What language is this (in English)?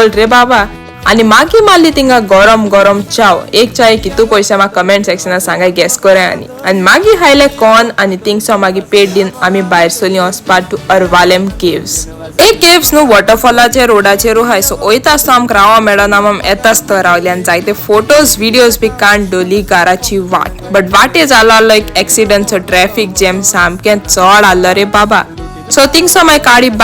Konkani